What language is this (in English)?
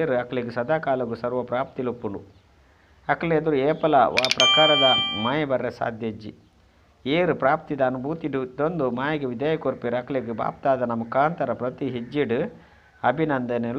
Tulu